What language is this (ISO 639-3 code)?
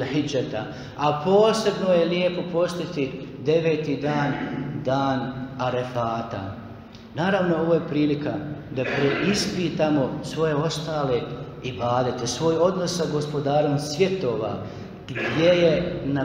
bos